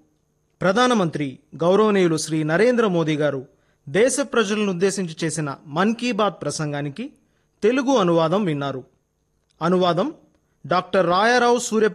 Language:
Telugu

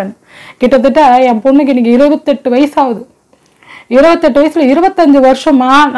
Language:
Tamil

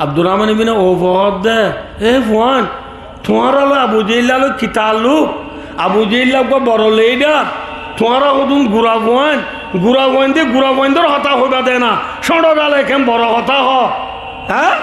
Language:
Rohingya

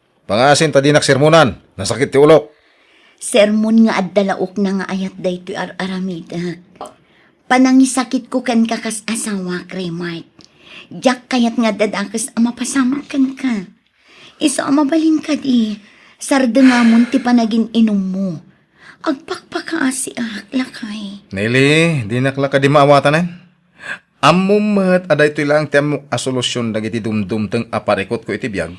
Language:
Iloko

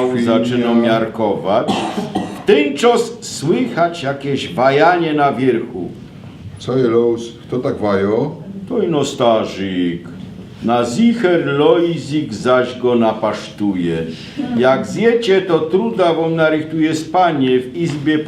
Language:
Silesian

